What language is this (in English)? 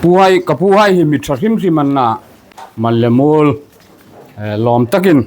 Hmar